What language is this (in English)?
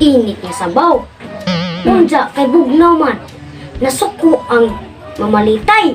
Cebuano